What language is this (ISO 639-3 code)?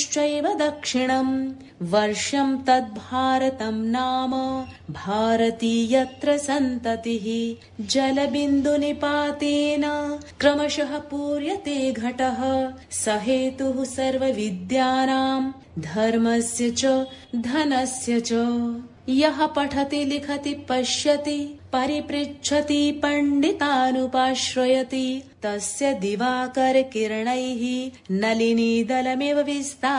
san